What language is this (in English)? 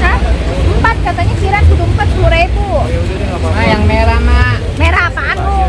Betawi